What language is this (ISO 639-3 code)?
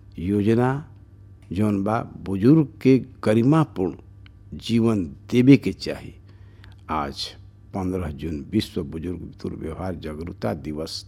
bho